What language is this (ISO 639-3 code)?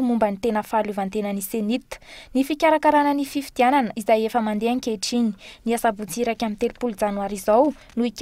mlg